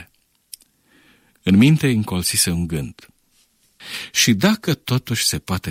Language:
Romanian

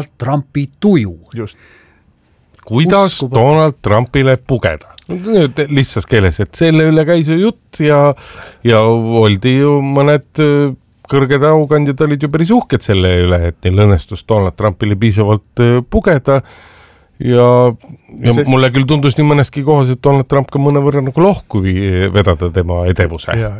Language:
Estonian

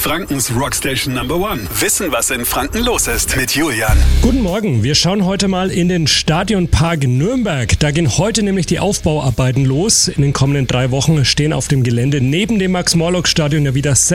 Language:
German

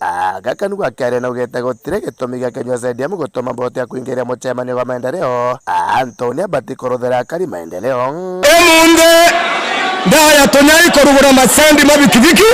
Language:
Meru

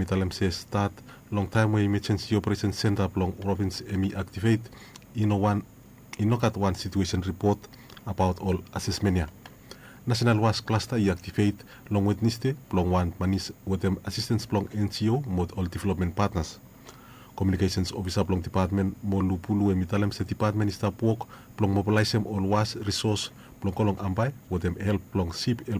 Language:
Bislama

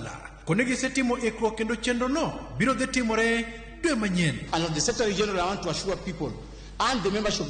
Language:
Luo (Kenya and Tanzania)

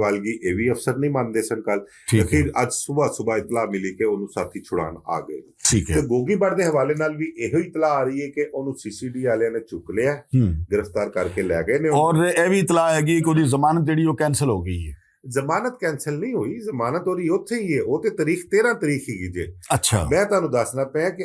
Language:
Western Panjabi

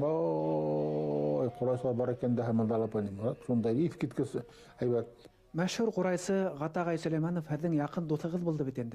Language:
Bashkir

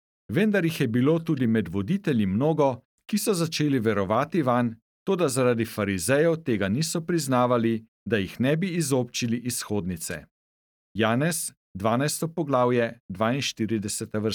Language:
Slovenian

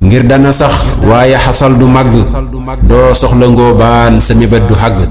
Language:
Wolof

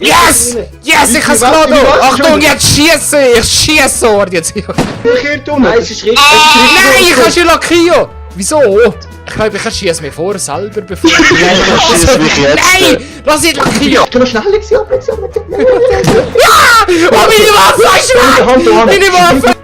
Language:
Swiss German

